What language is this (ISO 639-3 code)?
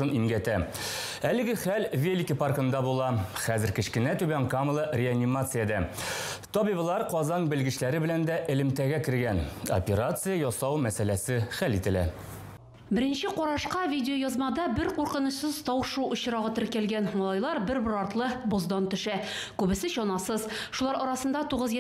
tat